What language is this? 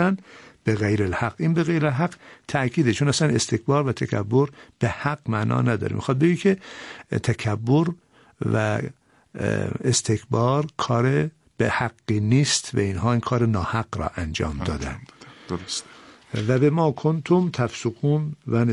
Persian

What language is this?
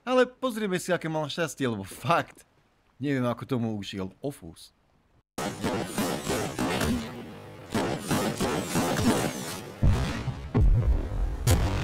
Slovak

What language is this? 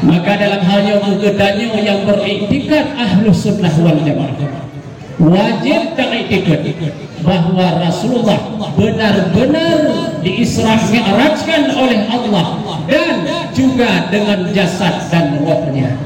Achinese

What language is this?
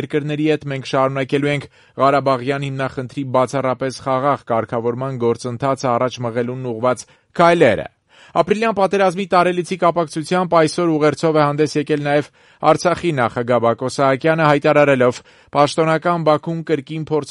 Armenian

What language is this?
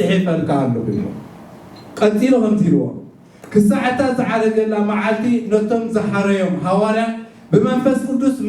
Tigrinya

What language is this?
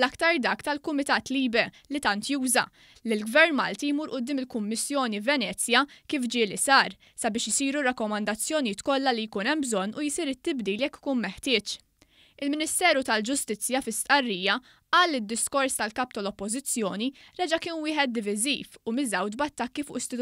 Maltese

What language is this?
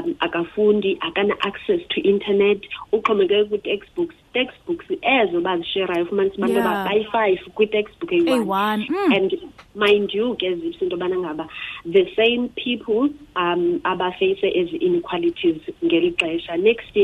Xhosa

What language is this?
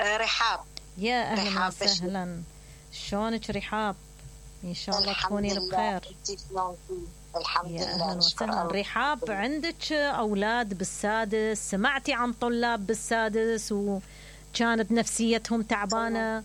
Mesopotamian Arabic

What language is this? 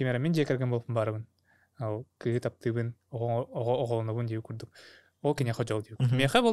Yakut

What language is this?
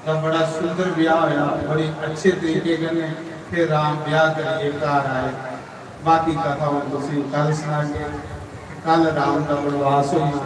Dogri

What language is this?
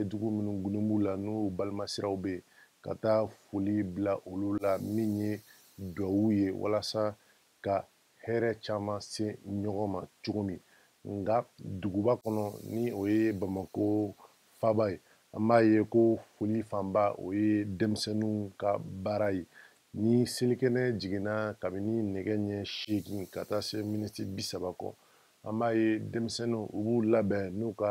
Bambara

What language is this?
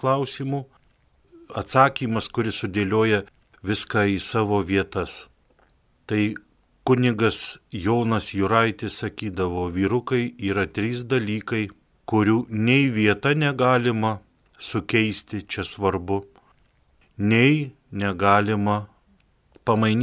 Lithuanian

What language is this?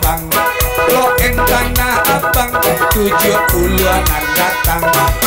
Minangkabau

